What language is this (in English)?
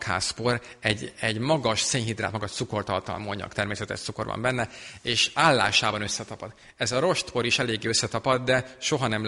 Hungarian